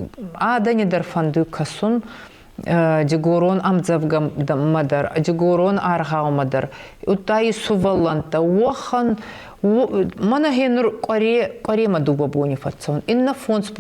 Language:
Ossetic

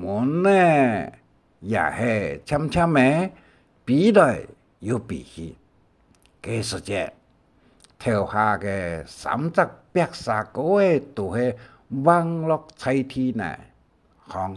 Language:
Hakka Chinese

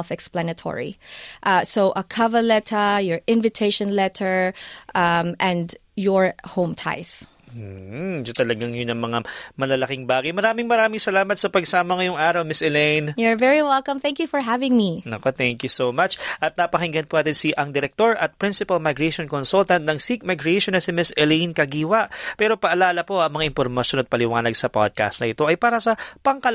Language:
Filipino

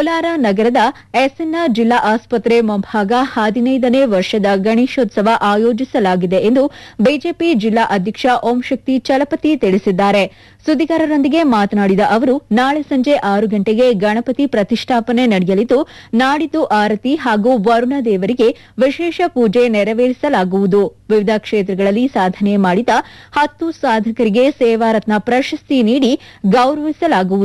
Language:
Kannada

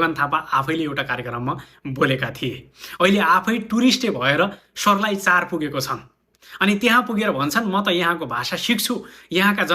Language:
Nepali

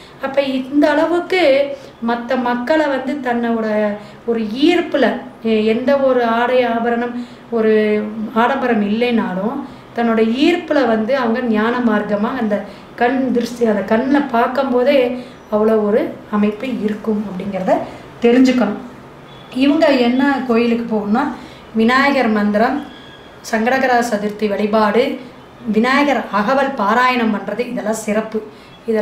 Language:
Tamil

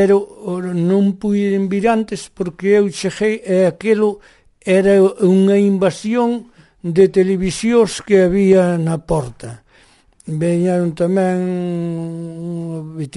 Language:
Galician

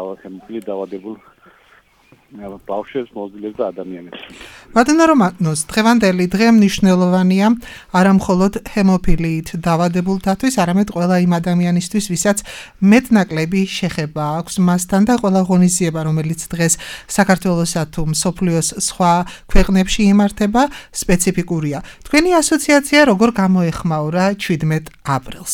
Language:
Georgian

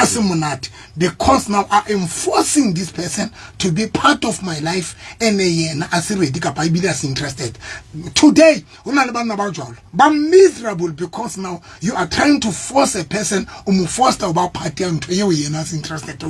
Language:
Southern Sotho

